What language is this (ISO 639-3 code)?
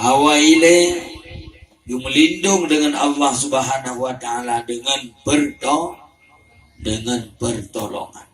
ace